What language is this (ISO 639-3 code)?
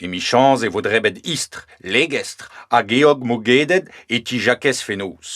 bre